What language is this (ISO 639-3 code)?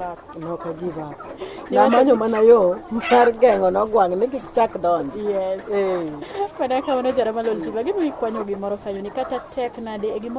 luo